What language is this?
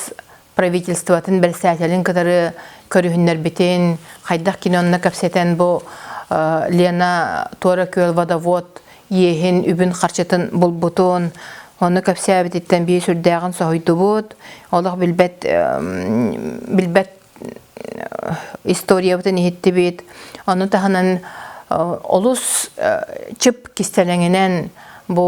Yakut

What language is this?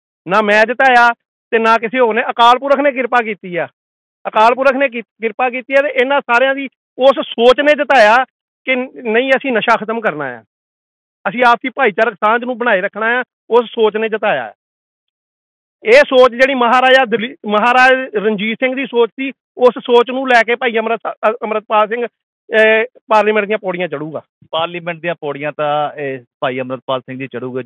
Punjabi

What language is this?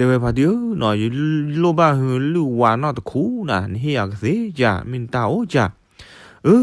S'gaw Karen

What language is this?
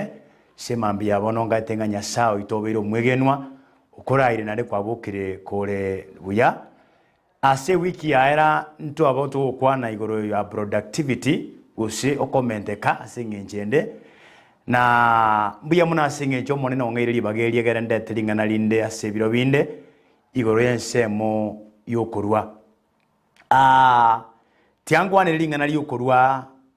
Gusii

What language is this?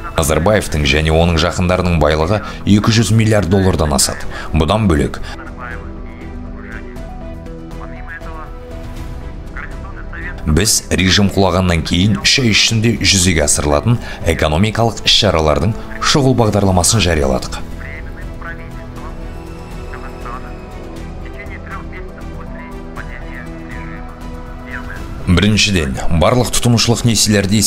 Kazakh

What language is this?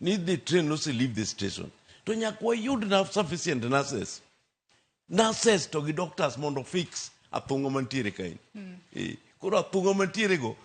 Luo (Kenya and Tanzania)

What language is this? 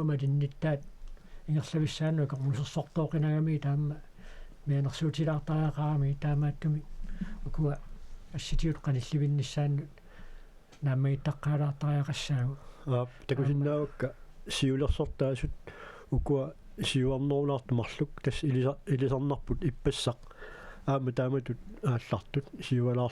Kalaallisut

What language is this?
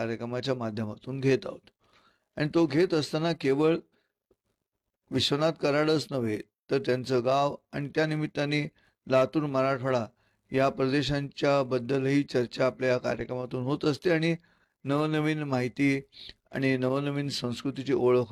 Marathi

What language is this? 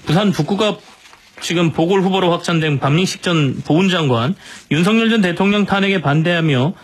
Korean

